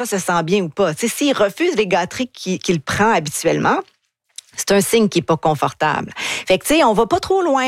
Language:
French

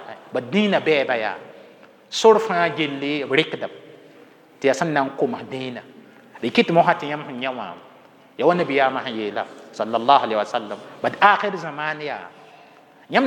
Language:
Mossi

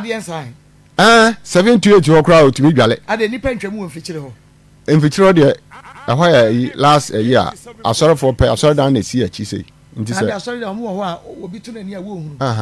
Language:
Akan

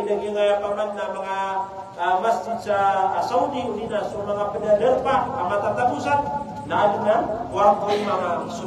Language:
Maranao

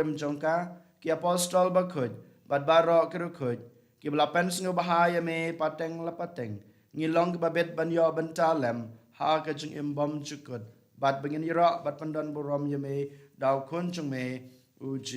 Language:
Khasi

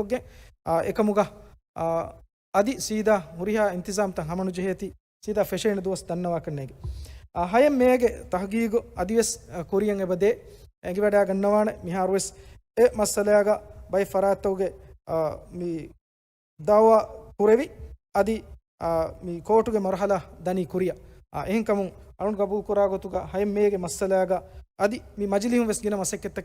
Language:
Divehi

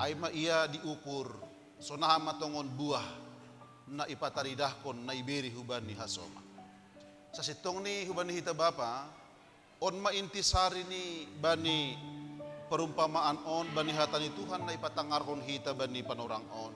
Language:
Batak Simalungun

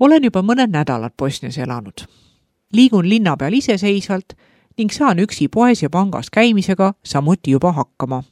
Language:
Estonian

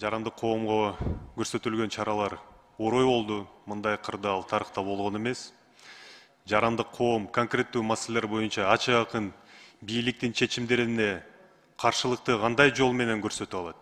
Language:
Kyrgyz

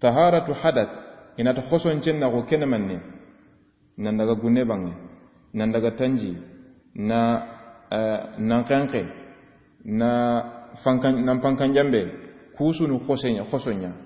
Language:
Soninke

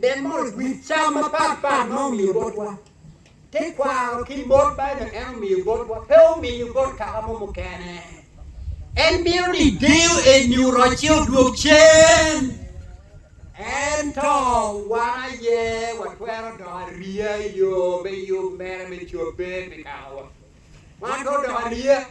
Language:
Acoli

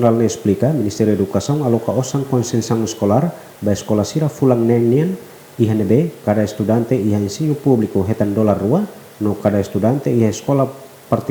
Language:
Tetum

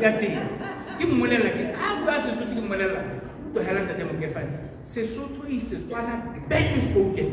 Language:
Tswana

